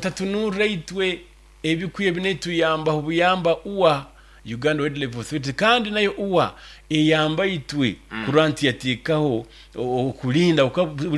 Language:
Nyoro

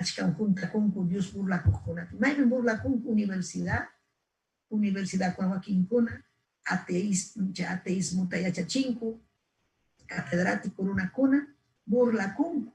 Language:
Ayacucho Quechua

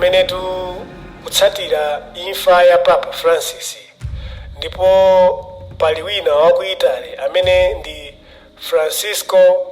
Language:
Nyanja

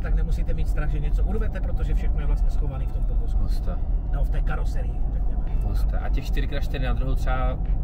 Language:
Czech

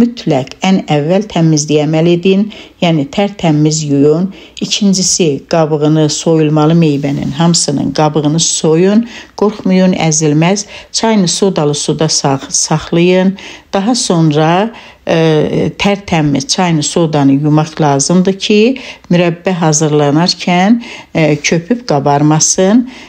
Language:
Azerbaijani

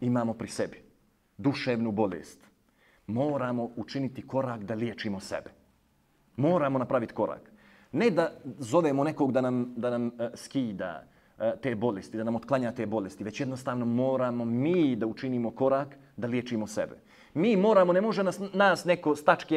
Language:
Bosnian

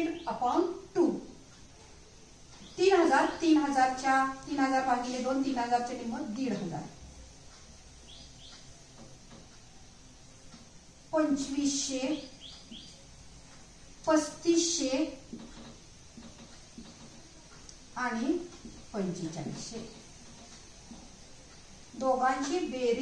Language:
Marathi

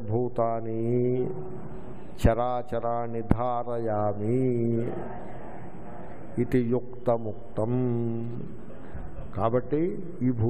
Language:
Telugu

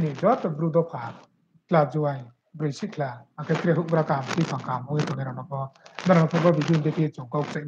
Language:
Riang (India)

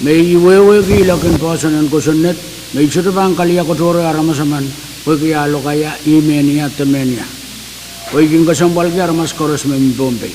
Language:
Pohnpeian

